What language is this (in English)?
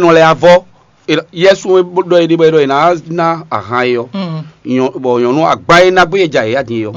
Fon